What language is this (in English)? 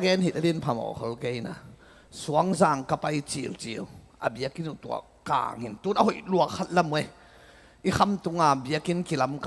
Tedim Chin